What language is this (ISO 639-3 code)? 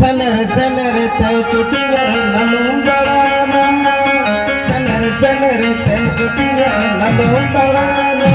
sat